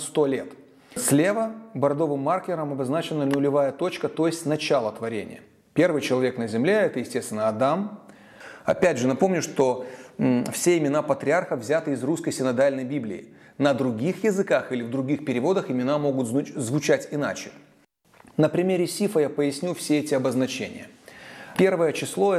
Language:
Russian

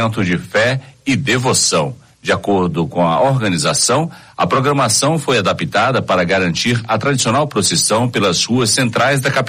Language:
Portuguese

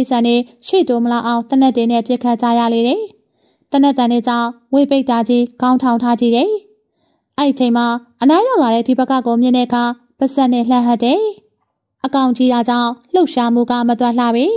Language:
Burmese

